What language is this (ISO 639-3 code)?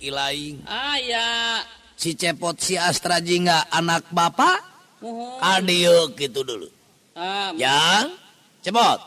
sun